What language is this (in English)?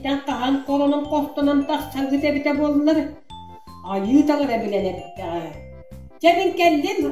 Yakut